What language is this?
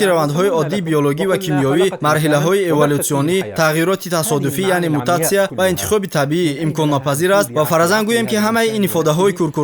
Tajik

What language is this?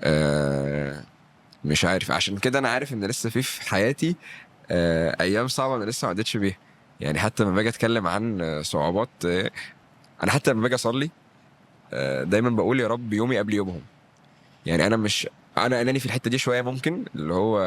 Egyptian Arabic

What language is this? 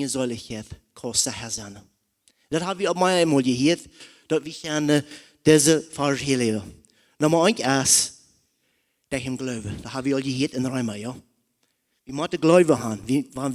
Plautdietsch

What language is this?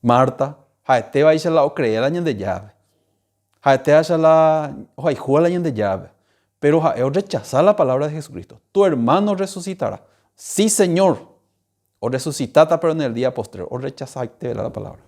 Guarani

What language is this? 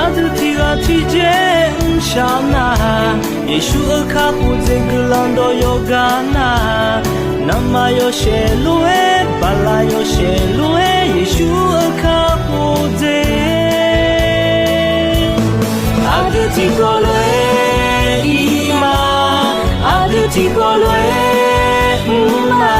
Akha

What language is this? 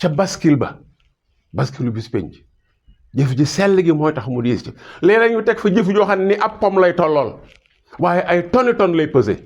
Wolof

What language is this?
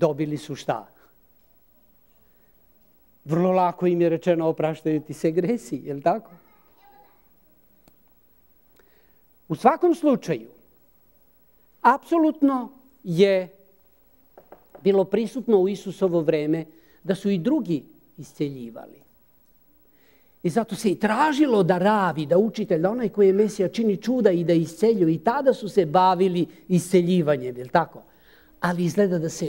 Serbian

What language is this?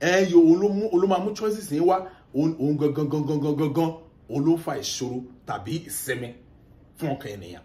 Yoruba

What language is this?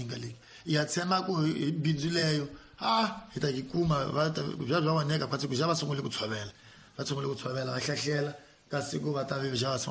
Tsonga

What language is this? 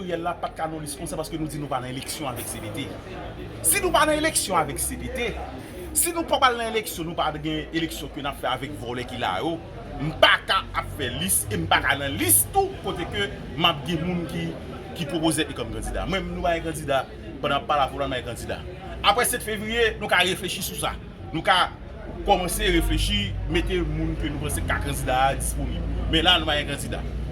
Haitian Creole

